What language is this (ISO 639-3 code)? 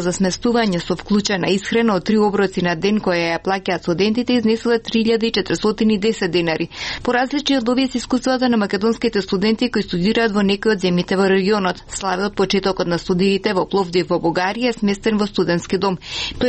mkd